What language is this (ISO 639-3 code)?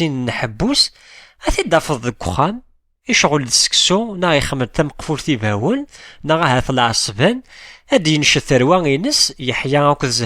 kab